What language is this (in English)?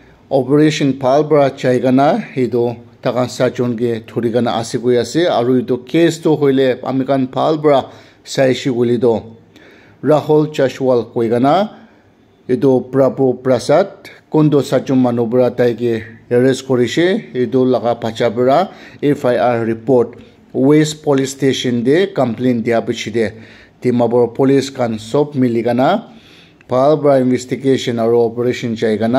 Naga Pidgin